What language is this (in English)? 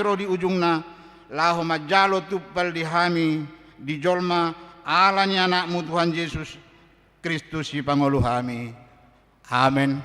Batak Toba